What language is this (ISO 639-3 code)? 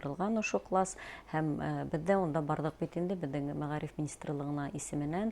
bak